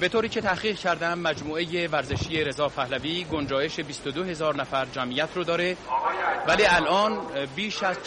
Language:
Persian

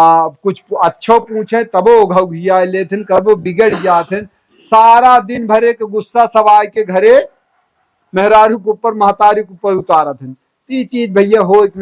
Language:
Awadhi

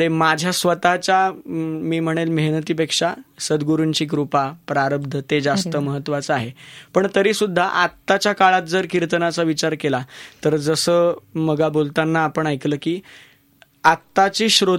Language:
Marathi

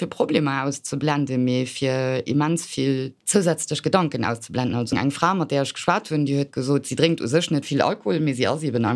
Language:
Luxembourgish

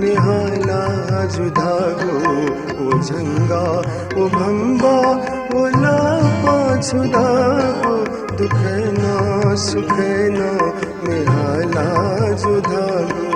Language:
Newari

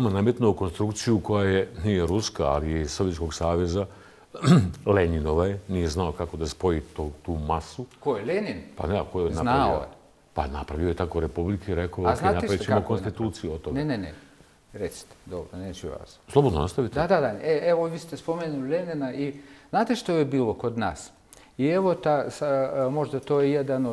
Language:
Bosnian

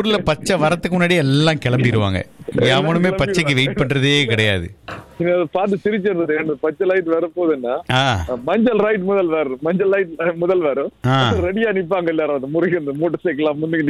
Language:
Tamil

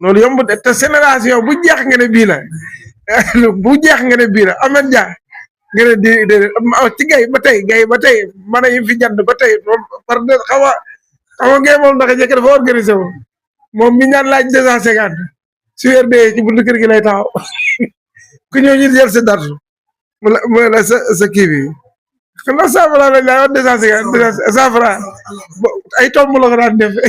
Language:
Wolof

